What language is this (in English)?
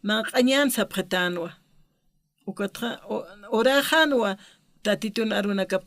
Aymara